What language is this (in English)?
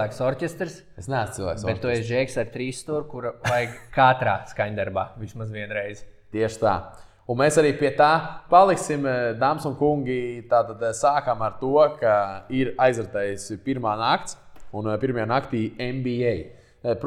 Latvian